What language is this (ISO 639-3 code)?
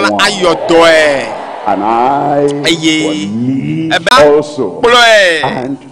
ewe